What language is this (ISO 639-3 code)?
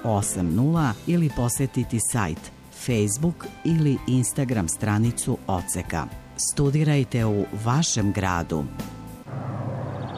srp